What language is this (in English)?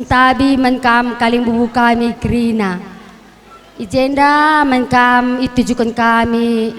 Batak Karo